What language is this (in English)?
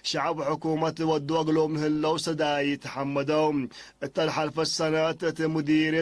Tigre